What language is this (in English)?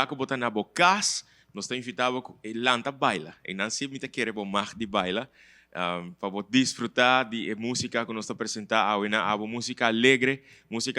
Papiamento